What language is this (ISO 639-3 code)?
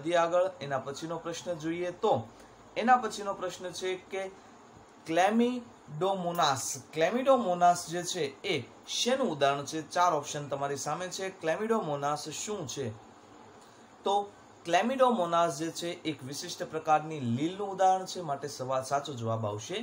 guj